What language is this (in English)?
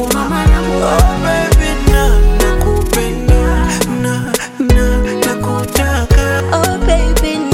Swahili